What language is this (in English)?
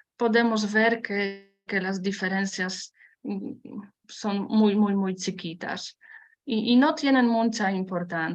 Ladino